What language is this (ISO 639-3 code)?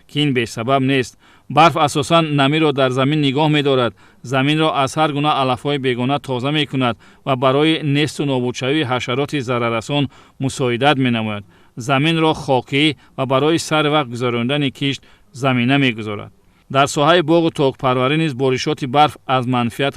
tgk